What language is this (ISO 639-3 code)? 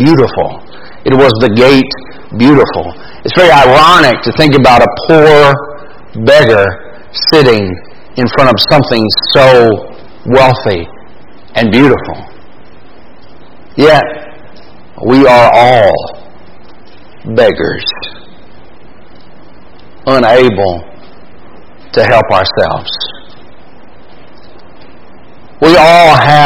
eng